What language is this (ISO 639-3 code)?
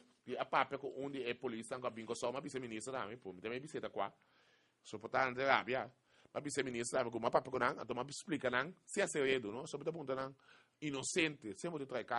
pap